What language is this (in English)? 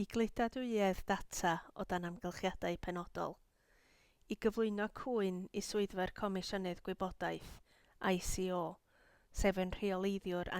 Welsh